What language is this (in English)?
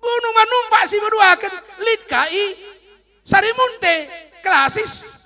Batak Karo